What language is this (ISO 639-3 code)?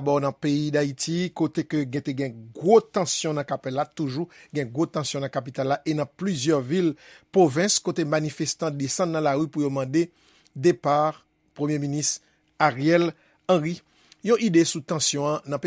hat